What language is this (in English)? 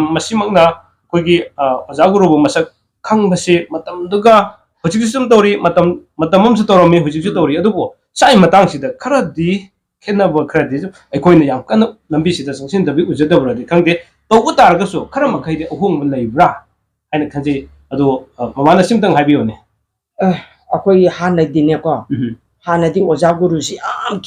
Manipuri